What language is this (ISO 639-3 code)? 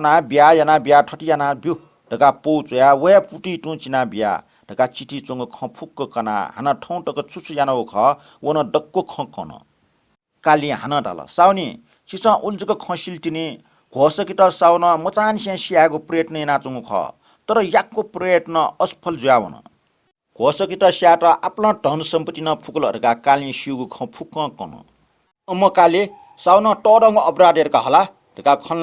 new